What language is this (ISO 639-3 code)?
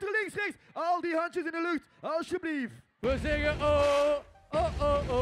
nld